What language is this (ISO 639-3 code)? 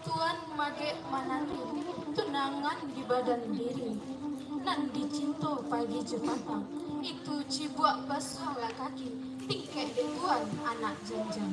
min